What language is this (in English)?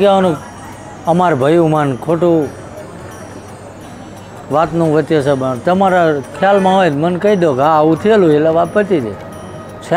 Gujarati